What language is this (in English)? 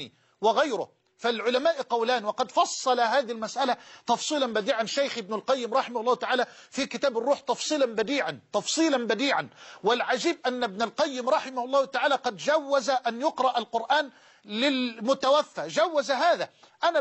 Arabic